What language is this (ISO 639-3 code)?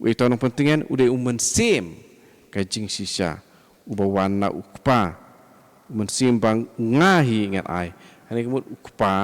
kha